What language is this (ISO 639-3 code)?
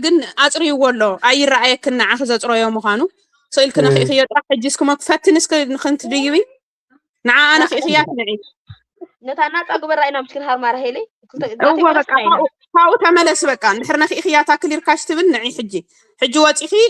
tir